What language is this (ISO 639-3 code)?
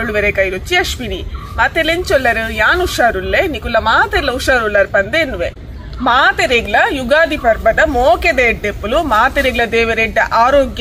tcy